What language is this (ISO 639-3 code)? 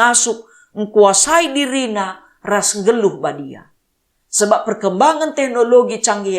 btx